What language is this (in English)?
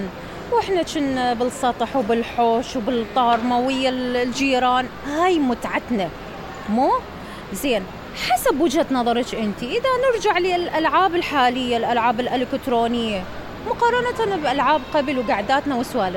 Mesopotamian Arabic